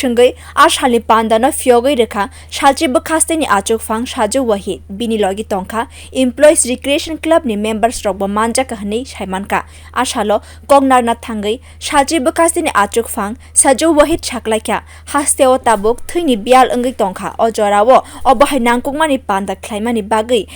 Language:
Kok Borok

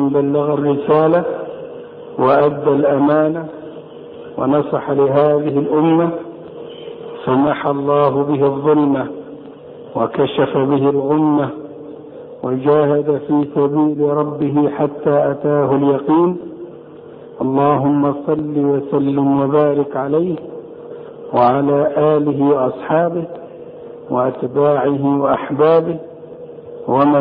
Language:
Arabic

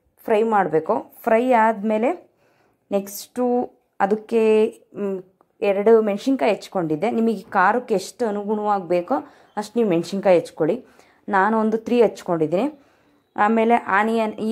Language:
Kannada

